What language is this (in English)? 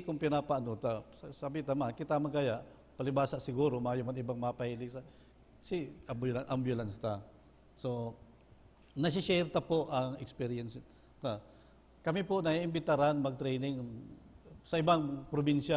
Bikol